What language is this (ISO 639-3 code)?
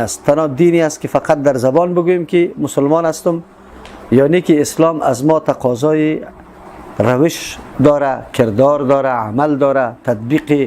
fas